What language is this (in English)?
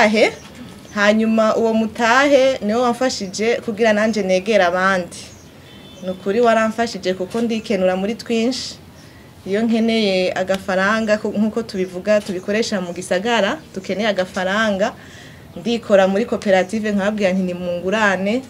Rundi